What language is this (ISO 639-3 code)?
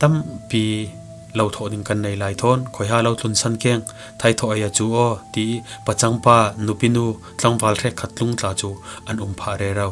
cfm